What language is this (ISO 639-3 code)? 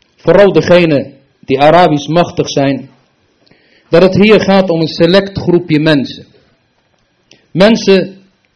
nld